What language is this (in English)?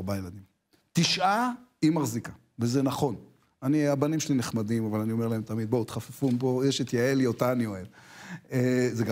Hebrew